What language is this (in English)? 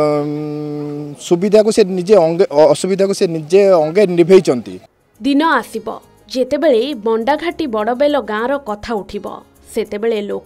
Odia